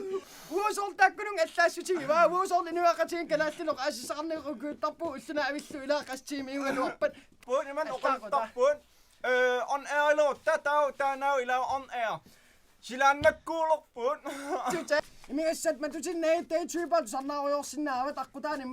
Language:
Kalaallisut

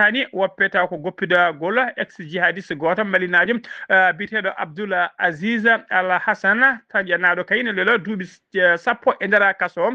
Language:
Fula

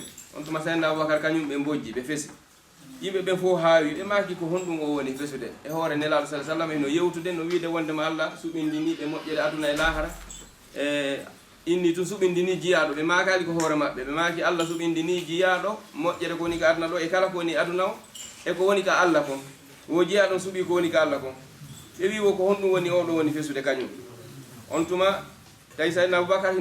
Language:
Fula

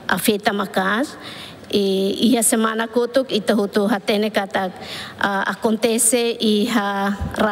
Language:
Tetum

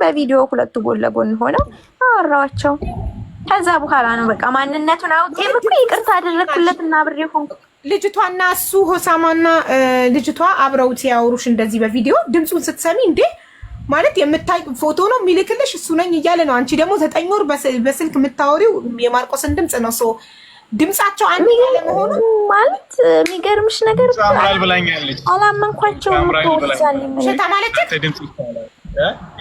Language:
Amharic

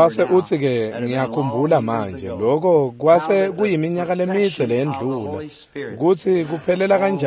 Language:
Swati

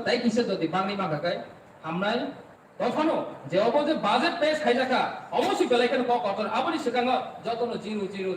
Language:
Kok Borok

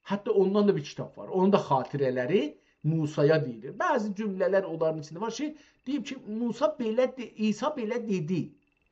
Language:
South Azerbaijani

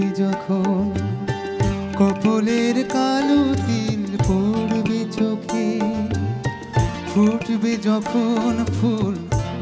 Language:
Bangla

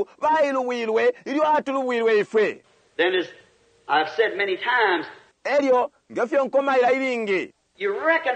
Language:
Bemba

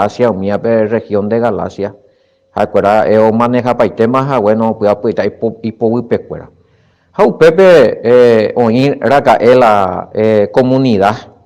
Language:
Guarani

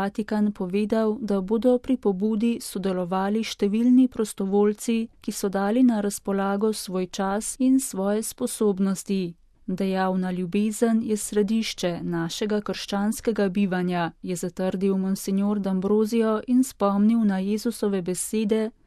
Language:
Slovenian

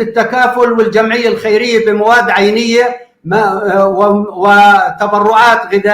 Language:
North Levantine Arabic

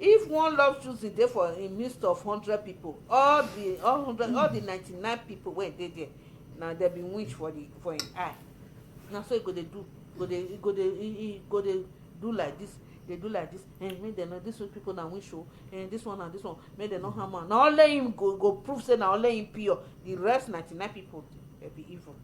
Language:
Nigerian Pidgin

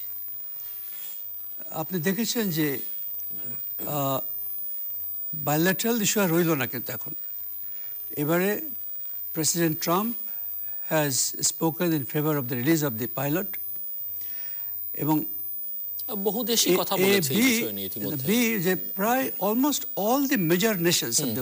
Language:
Bangla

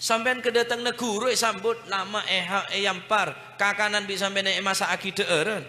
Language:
Madurese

